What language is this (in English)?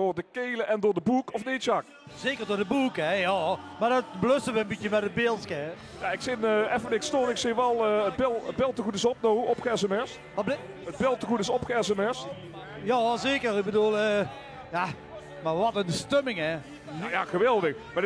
Limburgish